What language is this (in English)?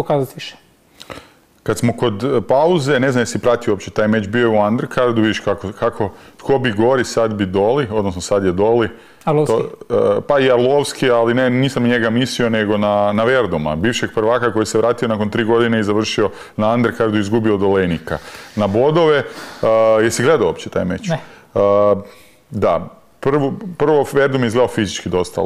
Croatian